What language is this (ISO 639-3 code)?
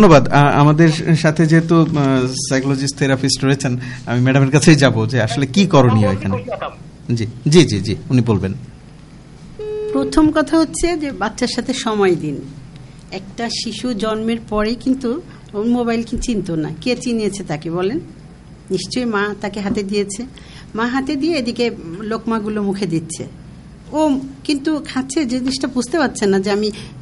ben